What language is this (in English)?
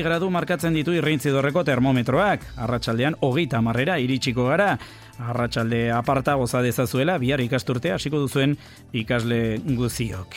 Basque